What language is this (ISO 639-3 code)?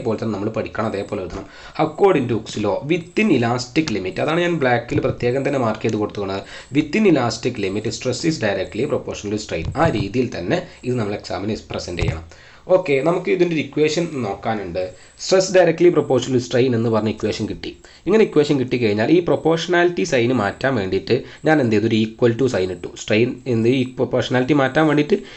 mal